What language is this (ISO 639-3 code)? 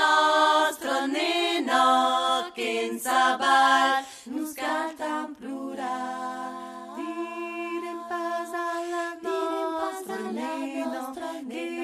oci